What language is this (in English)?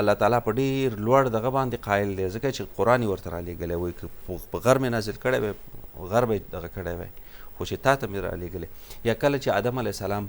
Pashto